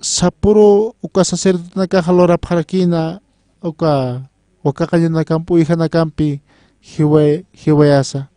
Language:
Aymara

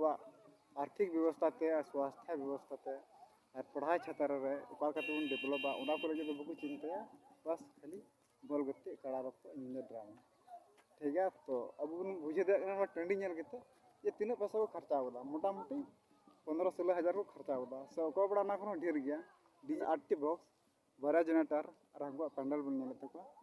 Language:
Santali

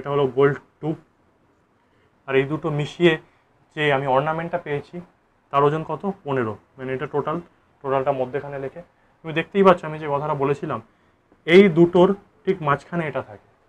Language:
Bangla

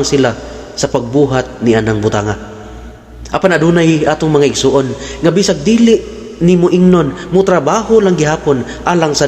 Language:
Cebuano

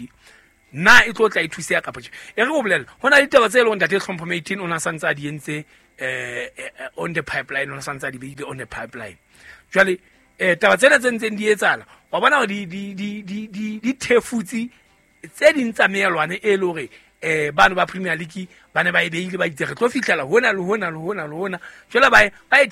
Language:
Southern Sotho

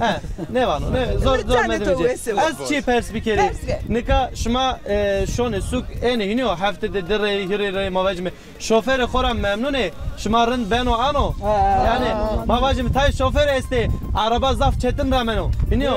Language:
Zaza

